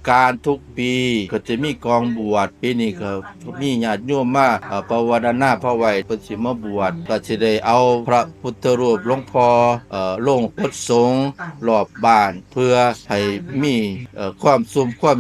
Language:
Northeastern Thai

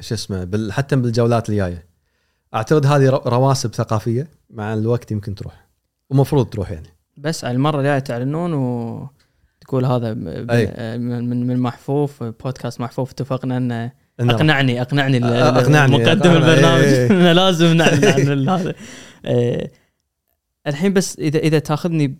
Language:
Gulf Arabic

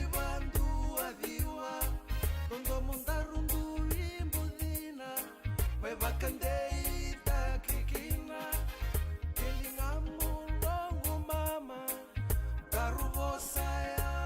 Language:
Fijian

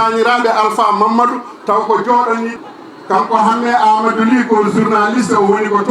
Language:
Fula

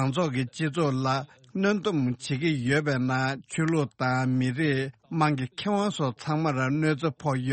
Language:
Tibetan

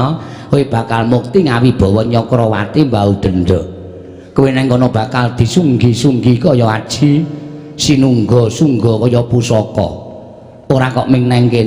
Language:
Javanese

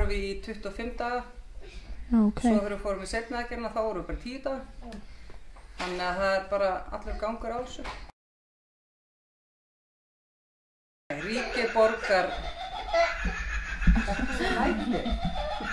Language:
Icelandic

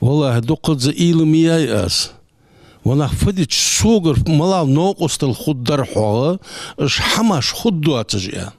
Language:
Ingush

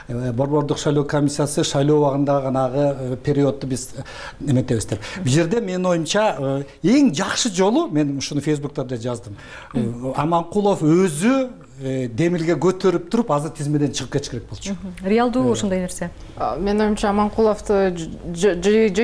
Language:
Kyrgyz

